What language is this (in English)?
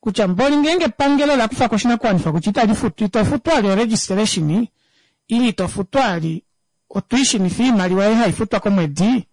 Kuanyama